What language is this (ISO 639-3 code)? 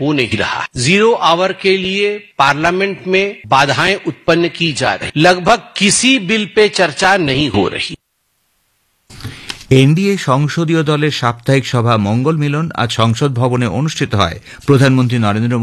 ben